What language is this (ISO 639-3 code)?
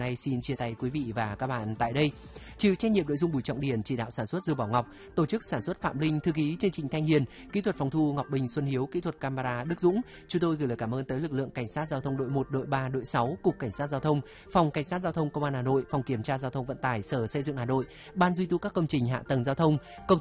vie